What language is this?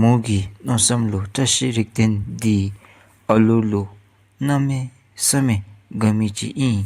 Dzongkha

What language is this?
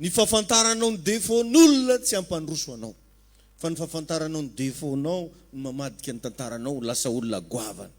Malagasy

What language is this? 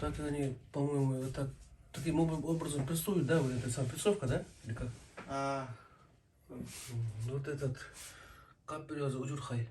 Yakut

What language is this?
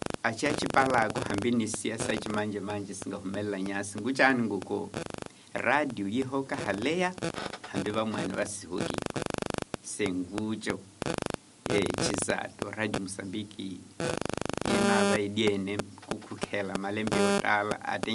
Tsonga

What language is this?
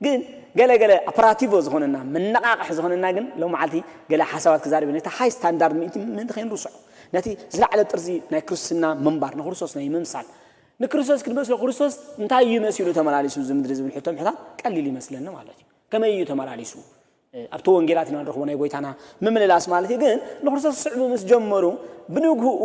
Tigrinya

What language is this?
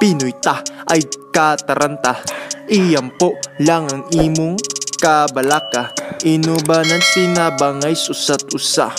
Cebuano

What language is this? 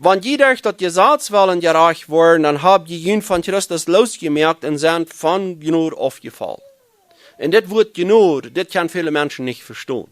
Plautdietsch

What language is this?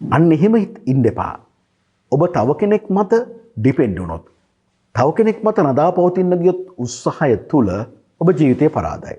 Sinhala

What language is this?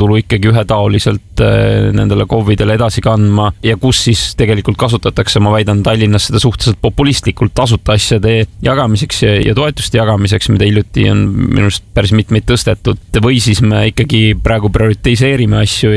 Estonian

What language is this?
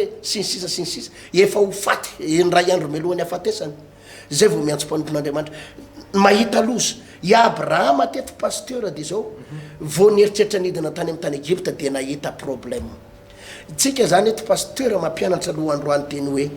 Malagasy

